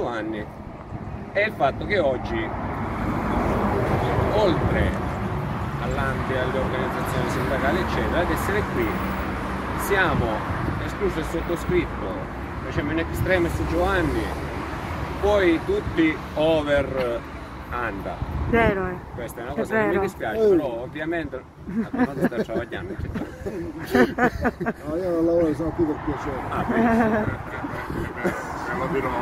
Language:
Italian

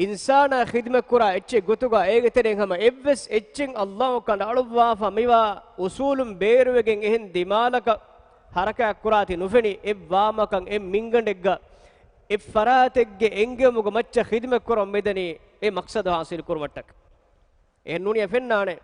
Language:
Divehi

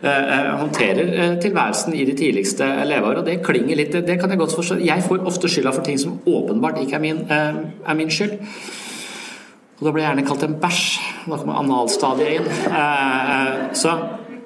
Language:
Norwegian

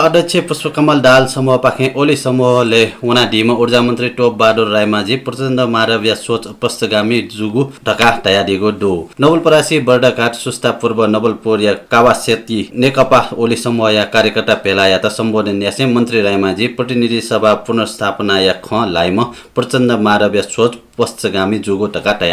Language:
Newari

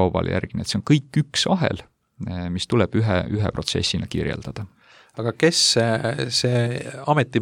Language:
Estonian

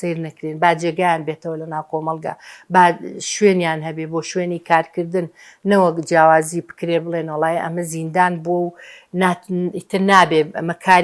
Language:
Central Kurdish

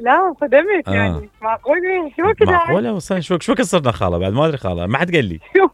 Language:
Mesopotamian Arabic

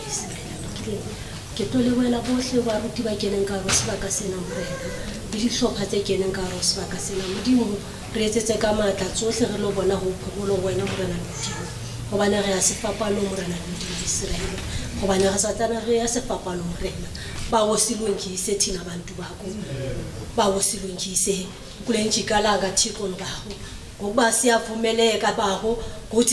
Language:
Southern Sotho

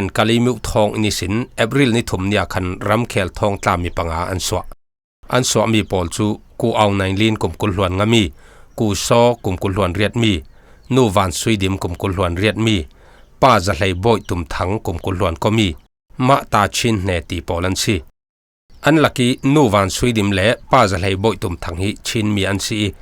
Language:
Falam Chin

